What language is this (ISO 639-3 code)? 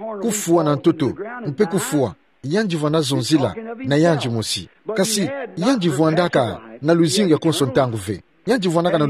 ktu